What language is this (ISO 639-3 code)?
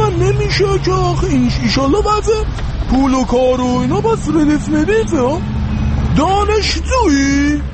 fas